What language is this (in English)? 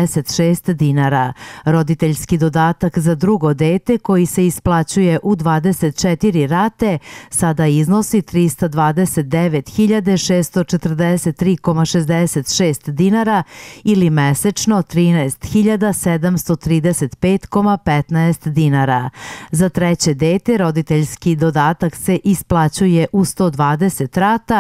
Serbian